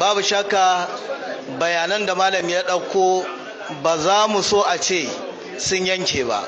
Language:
Hausa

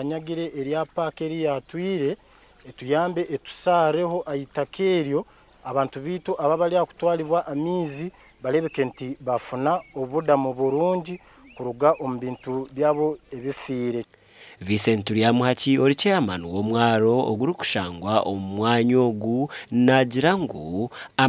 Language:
Nyankole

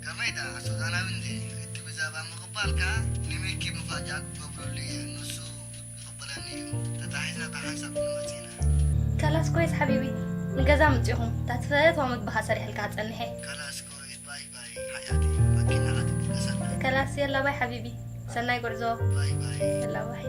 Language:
Tigrinya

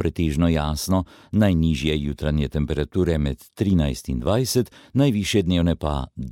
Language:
Slovenian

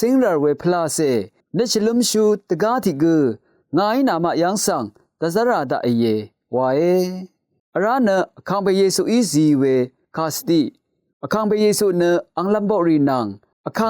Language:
Rawang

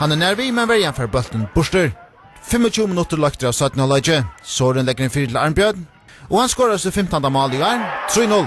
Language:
Faroese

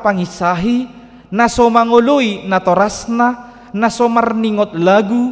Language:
Batak Toba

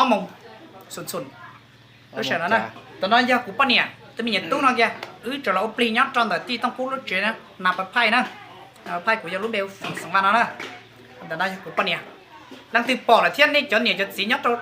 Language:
Hmong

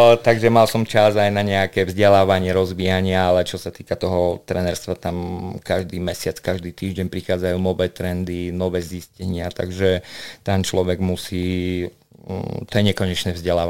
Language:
Slovak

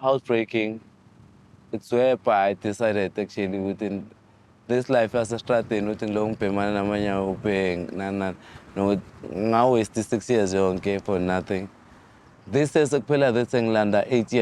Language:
Zulu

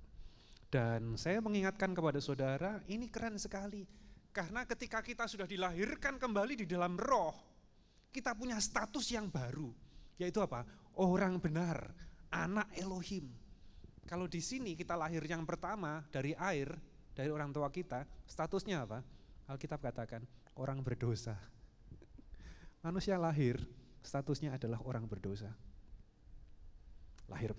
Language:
Indonesian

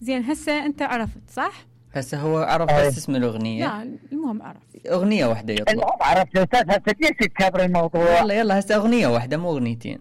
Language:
Mesopotamian Arabic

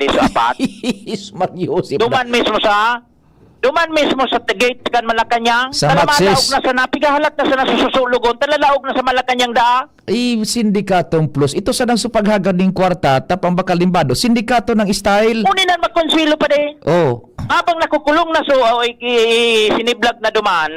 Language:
Bikol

